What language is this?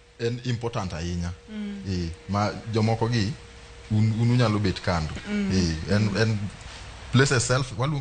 Luo (Kenya and Tanzania)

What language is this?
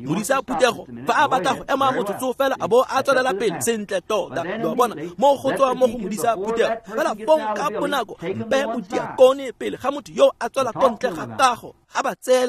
Tswana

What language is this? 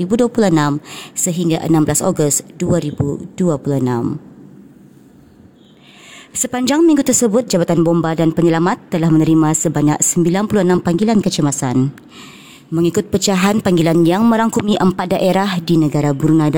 Malay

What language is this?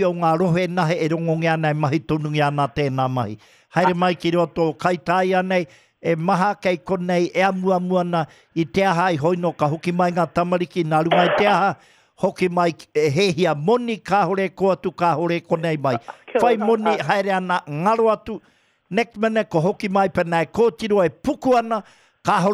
Māori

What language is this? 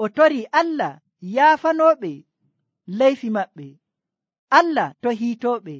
Nigerian Fulfulde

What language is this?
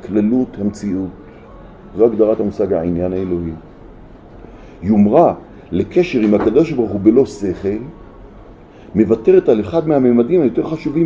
Hebrew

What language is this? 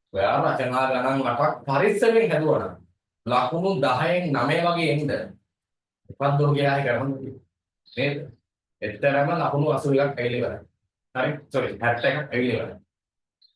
Sinhala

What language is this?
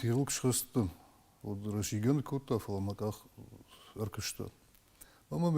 Ossetic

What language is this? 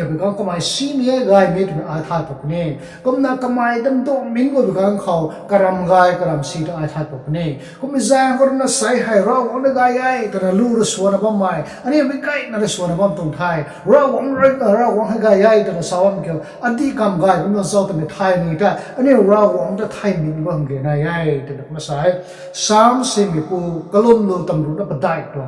Rongmei Naga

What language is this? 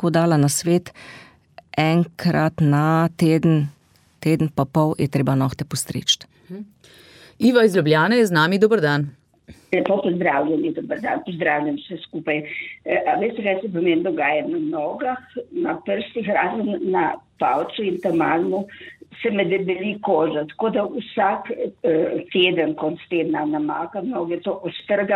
Slovenian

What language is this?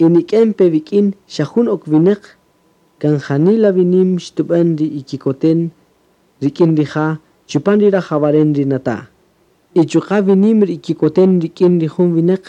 Kaqchikel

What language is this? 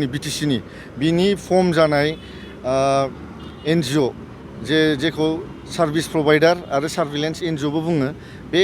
Bodo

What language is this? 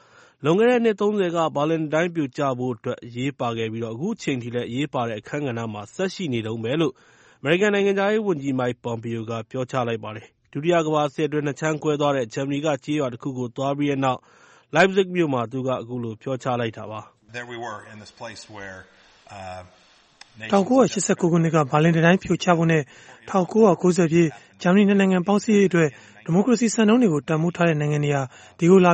Burmese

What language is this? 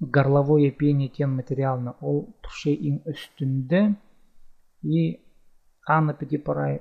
Khakas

